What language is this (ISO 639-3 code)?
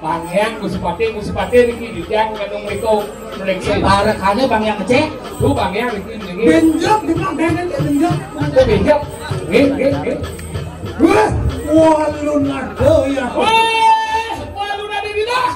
ban